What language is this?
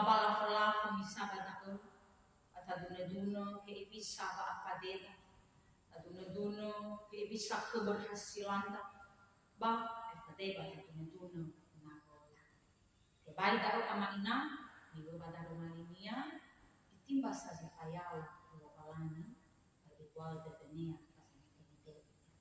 Nias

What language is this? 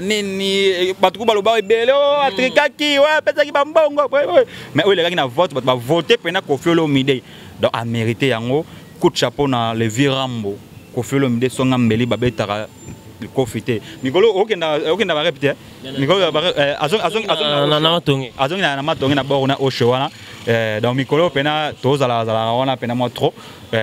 Lingala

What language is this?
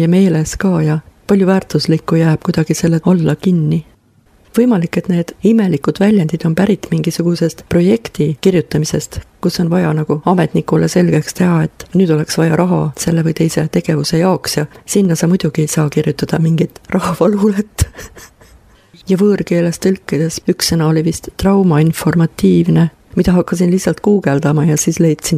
Estonian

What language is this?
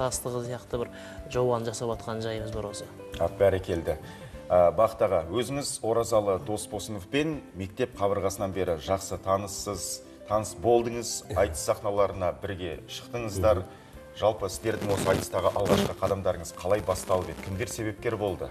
Kazakh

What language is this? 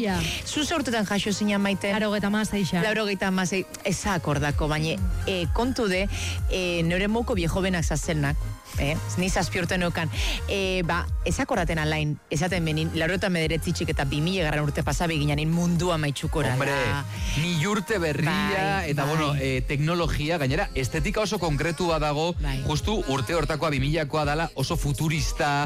Basque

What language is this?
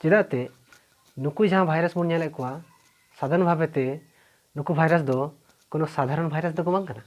Santali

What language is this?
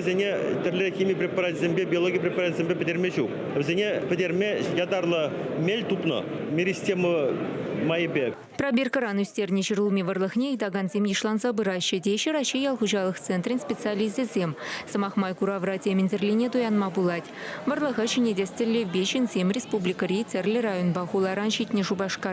Chuvash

